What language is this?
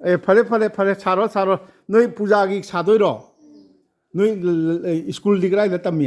Manipuri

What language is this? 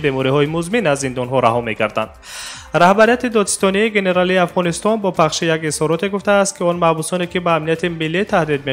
Tajik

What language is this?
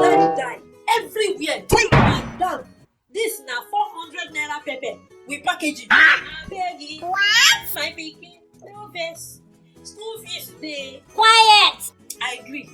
Nigerian Pidgin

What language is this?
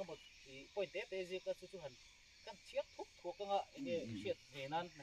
Mizo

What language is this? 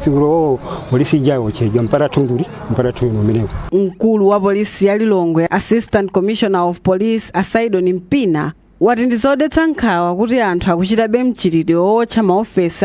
Nyanja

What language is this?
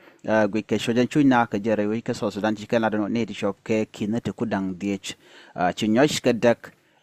Nuer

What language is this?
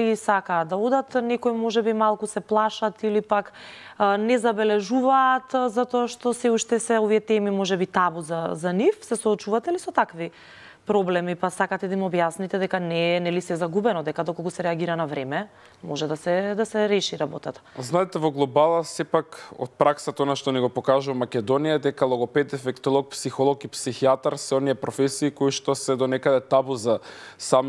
Macedonian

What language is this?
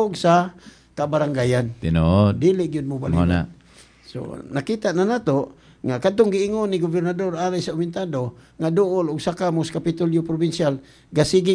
Cebuano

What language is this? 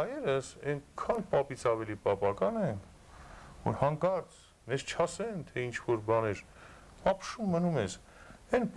Armenian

